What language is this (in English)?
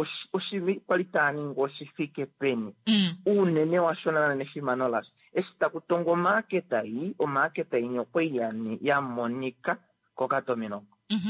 Kuanyama